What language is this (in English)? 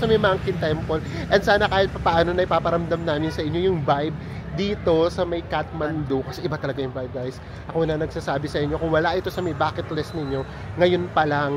Filipino